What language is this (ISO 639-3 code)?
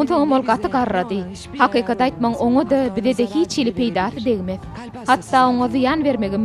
tuk